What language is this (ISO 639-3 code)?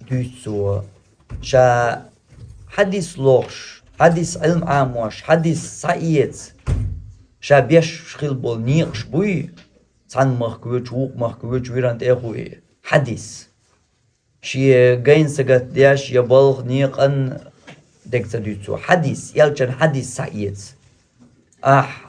che